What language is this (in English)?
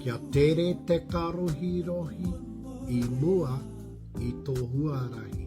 Māori